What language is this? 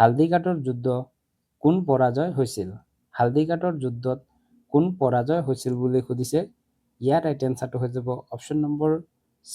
Assamese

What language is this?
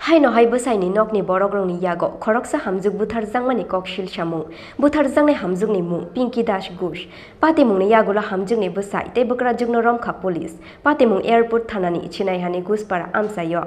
Kok Borok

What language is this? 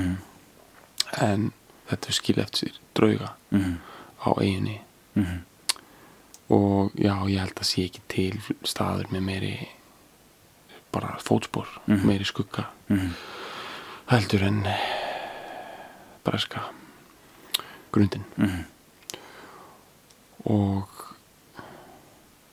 Icelandic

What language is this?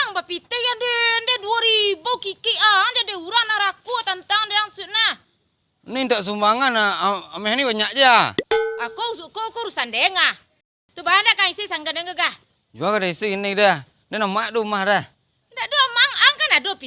Minangkabau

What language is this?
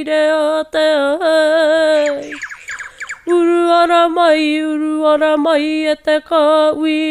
Māori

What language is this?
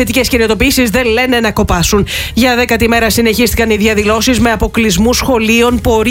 Greek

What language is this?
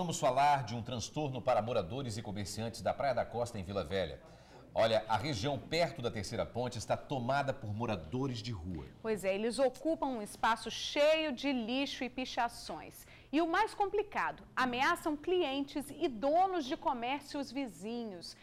Portuguese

